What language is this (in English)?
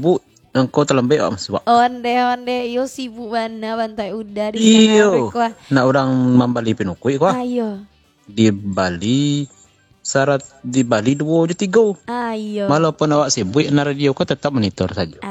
Minangkabau